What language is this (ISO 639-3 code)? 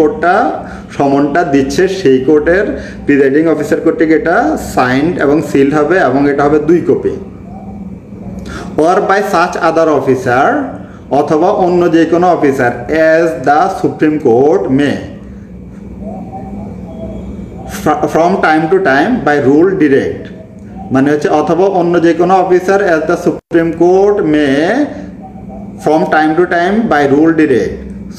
ben